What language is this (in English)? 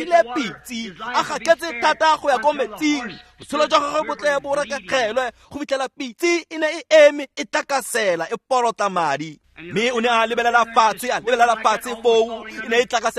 Tswana